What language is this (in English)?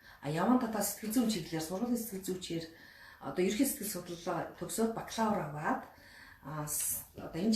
Mongolian